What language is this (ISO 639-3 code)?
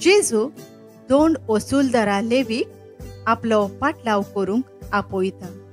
kok